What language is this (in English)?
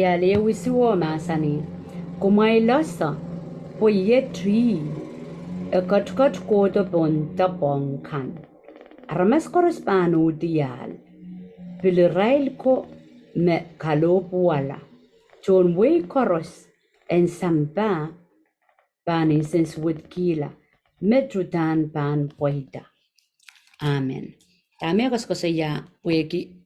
Pohnpeian